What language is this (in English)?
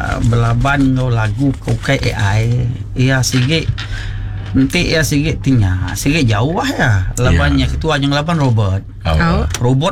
Iban